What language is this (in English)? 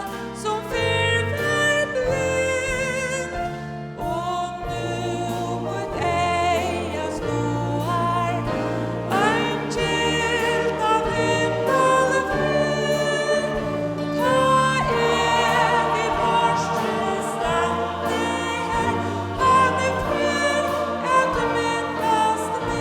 Faroese